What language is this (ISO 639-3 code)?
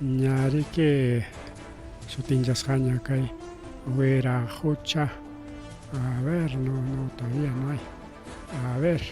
quy